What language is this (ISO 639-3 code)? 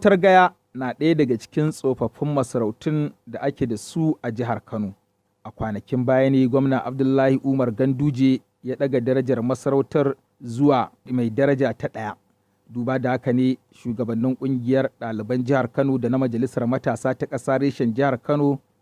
hau